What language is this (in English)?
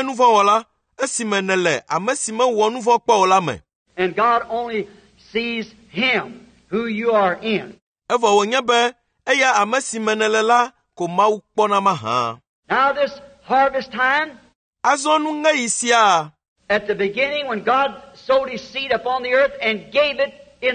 Ewe